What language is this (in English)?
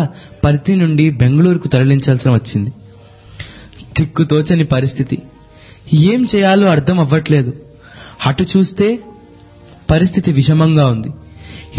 Telugu